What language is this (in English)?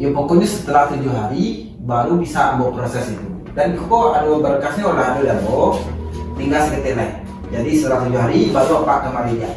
Minangkabau